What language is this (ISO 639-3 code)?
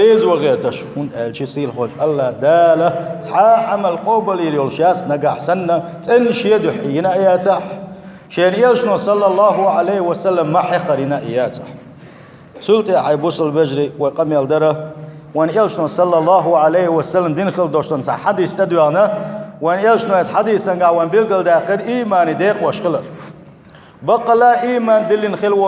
che